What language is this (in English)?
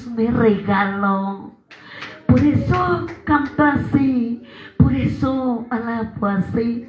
Quechua